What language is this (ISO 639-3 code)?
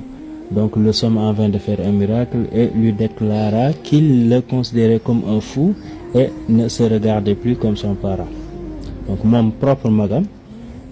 wol